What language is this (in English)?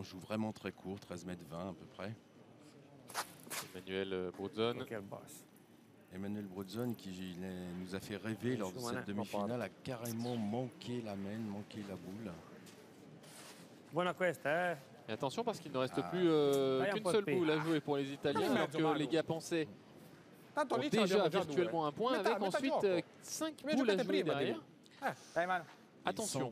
French